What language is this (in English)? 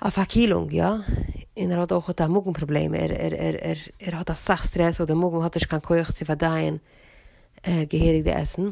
Yiddish